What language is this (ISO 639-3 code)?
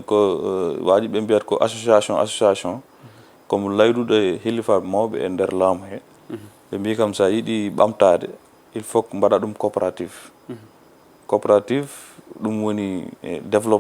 ful